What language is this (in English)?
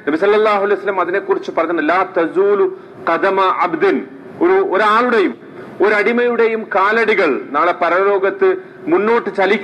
Malayalam